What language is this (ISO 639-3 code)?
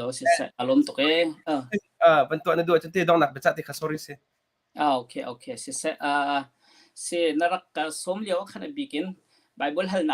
cnh